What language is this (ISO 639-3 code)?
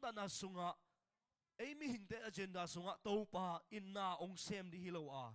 ctd